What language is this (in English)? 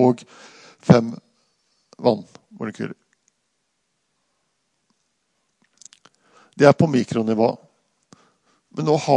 Norwegian